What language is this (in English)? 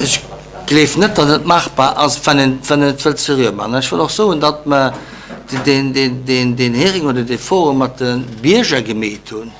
Luxembourgish